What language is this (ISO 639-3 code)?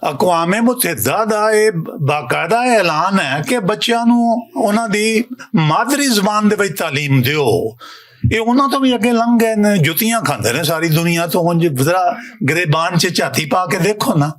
lah